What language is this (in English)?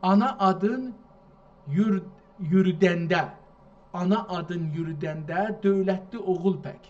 South Azerbaijani